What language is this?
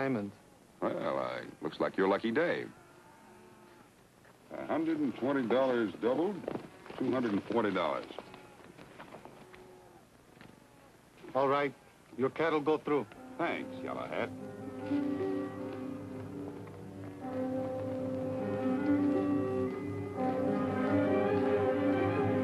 English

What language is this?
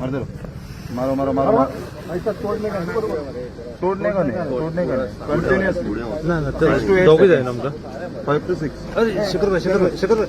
Konkani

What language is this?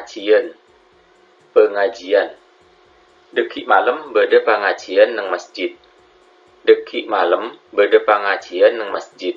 Madurese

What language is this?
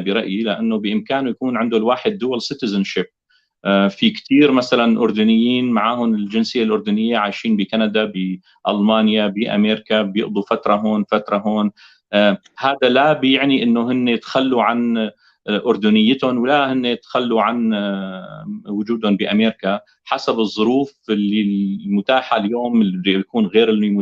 North Levantine Arabic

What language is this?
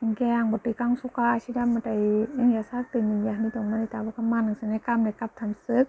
Kok Borok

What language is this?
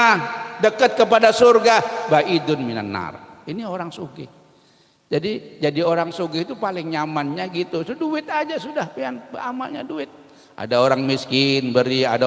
Banjar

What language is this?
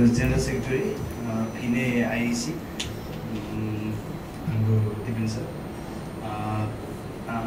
Nepali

